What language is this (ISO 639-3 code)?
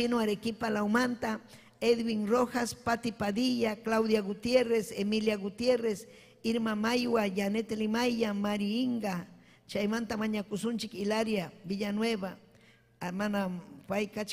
quy